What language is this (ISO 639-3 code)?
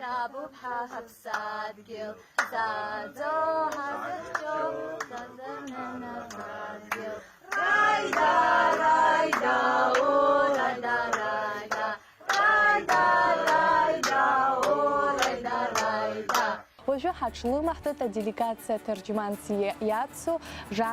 abk